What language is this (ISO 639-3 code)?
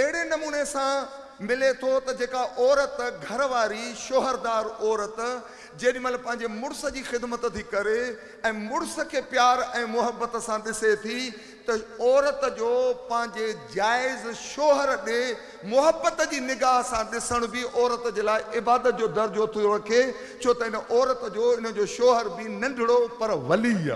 snd